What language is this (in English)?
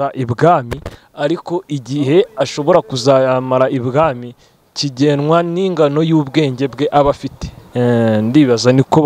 Kinyarwanda